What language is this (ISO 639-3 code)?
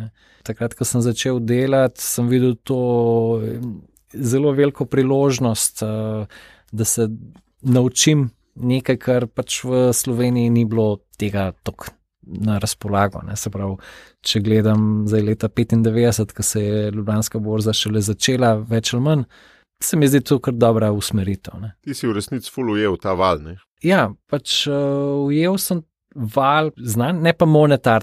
slv